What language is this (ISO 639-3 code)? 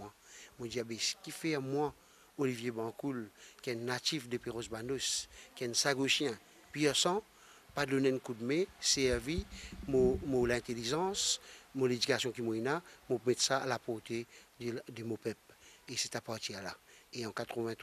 mfe